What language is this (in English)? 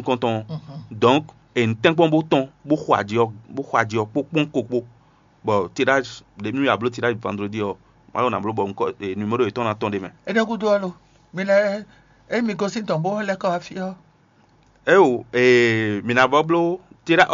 Fon